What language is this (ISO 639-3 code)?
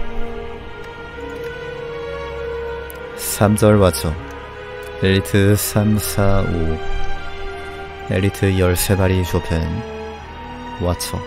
kor